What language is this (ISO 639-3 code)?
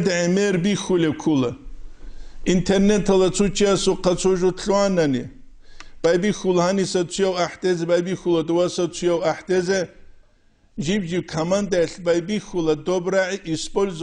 ava